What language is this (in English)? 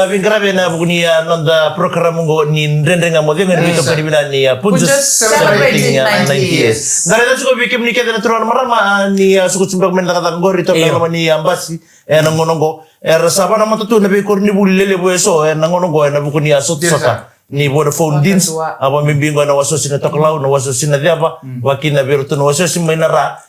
Fijian